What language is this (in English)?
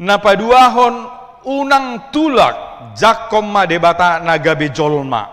Batak Toba